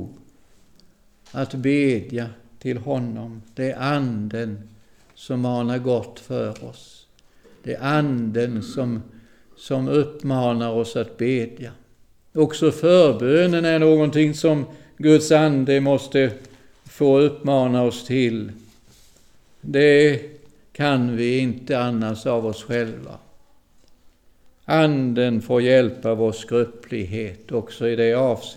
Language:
Swedish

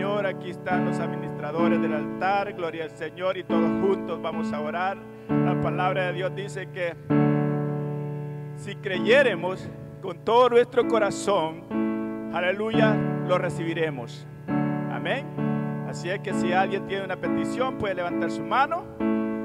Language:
Spanish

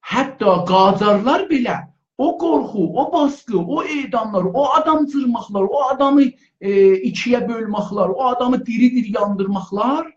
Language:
South Azerbaijani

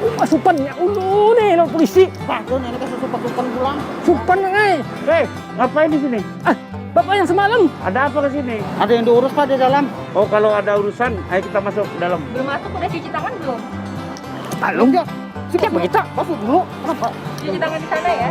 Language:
Banjar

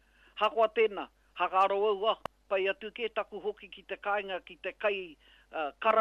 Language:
Māori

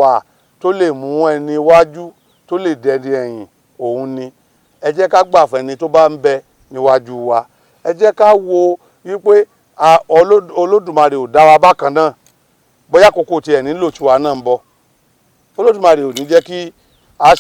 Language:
Yoruba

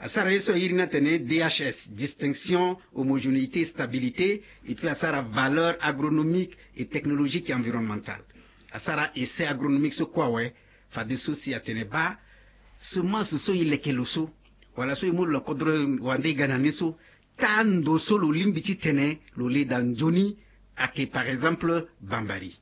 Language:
Sango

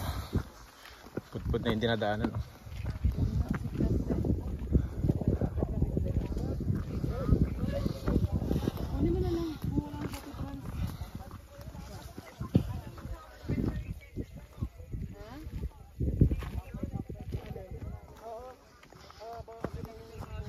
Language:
Filipino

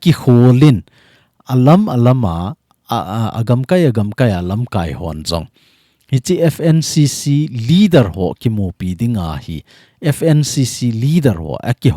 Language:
Thado Chin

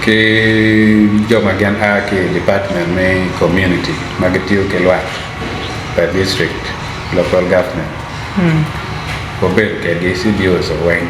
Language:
Acoli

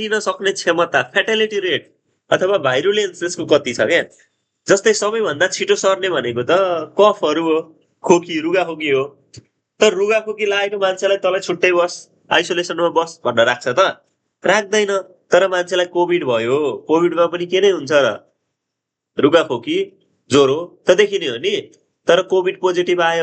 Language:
Nepali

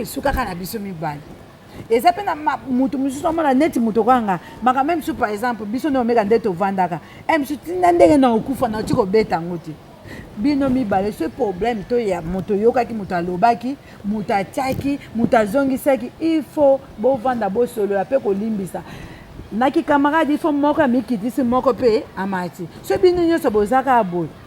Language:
Lingala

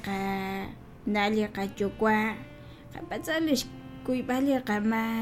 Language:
Kekchí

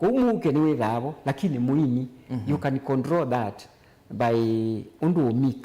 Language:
Kamba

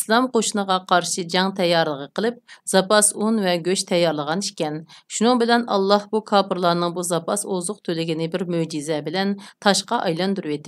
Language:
Uyghur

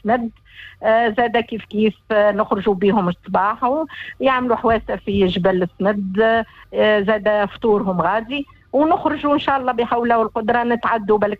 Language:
Tunisian Arabic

